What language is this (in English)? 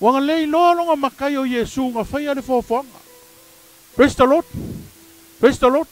Samoan